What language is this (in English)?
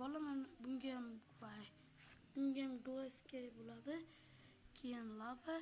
Uzbek